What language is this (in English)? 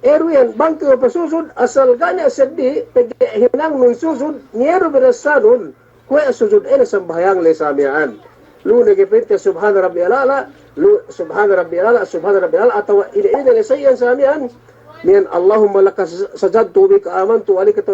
Yakan